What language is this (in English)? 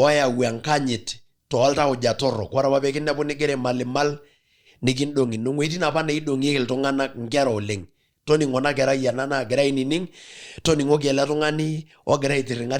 Masai